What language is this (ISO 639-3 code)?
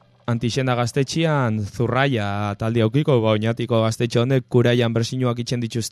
eus